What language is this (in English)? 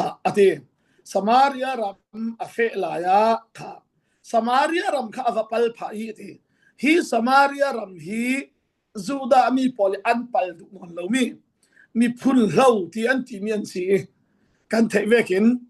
Falam Chin